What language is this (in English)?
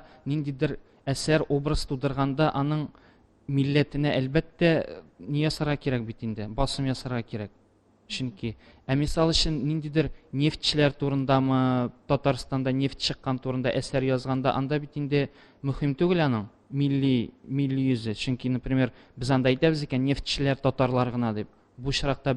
Tatar